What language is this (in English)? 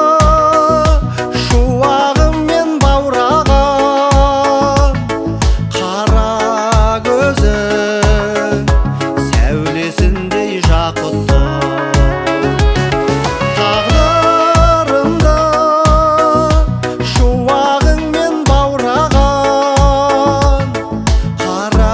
Kazakh